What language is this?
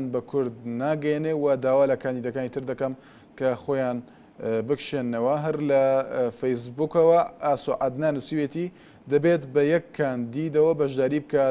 Central Kurdish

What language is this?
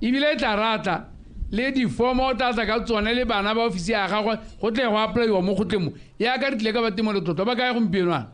Tswana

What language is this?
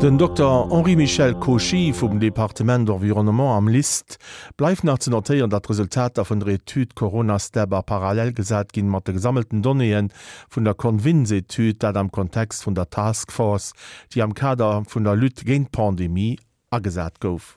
Luxembourgish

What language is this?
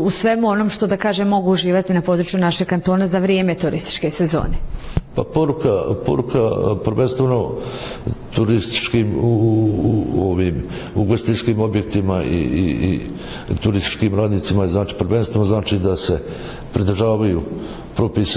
Bosnian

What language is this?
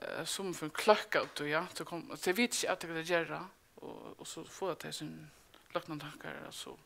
Faroese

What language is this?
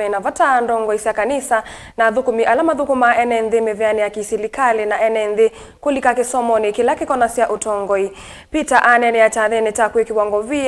Kamba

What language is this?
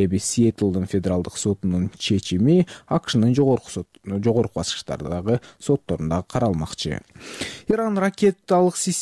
Kyrgyz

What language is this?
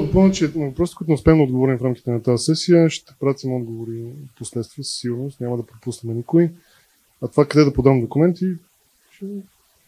Bulgarian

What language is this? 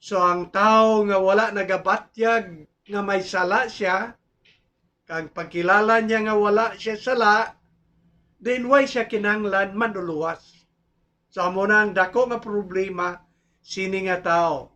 Hiligaynon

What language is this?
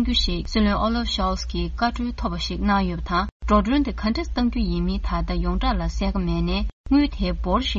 Tibetan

